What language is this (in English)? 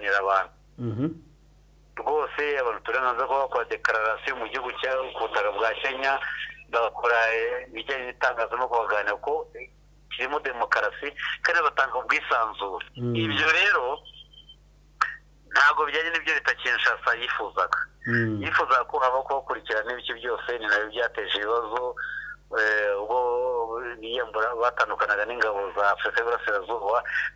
Kinyarwanda